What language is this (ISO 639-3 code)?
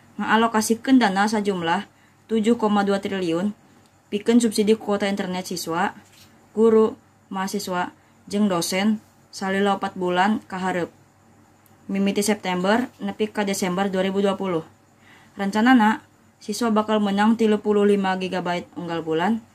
sun